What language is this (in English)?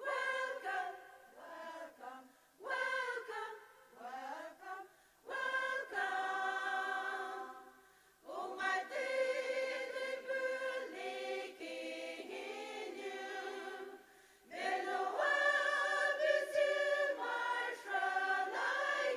Poumei Naga